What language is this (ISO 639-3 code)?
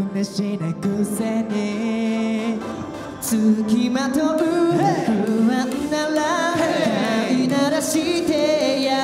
jpn